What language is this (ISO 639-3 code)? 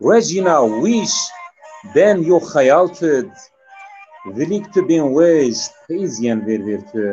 zza